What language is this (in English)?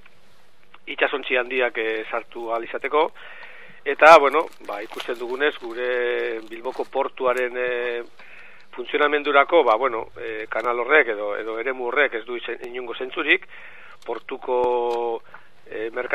Basque